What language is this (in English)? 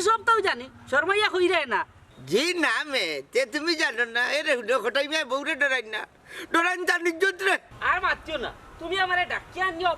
Sylheti